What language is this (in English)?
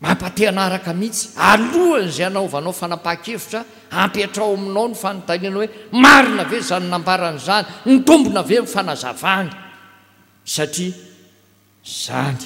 Malagasy